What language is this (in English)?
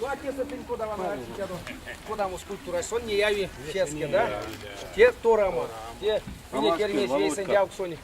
Erzya